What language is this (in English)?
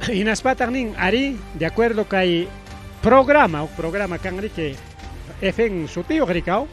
Ayacucho Quechua